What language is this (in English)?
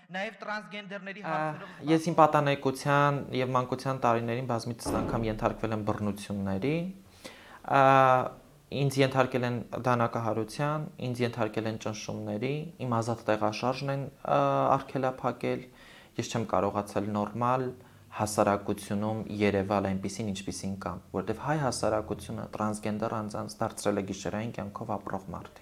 Armenian